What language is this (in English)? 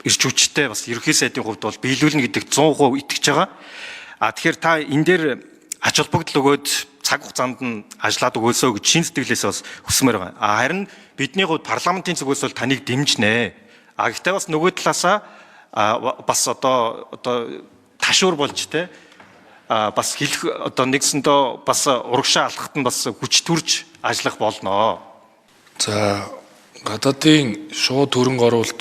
Mongolian